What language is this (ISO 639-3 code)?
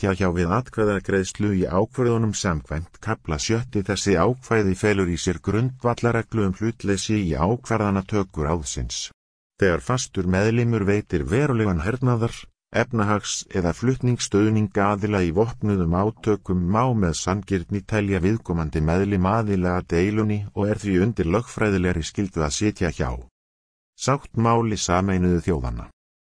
isl